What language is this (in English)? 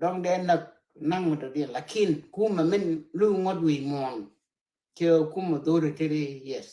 Nuer